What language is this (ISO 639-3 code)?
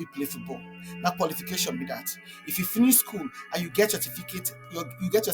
pcm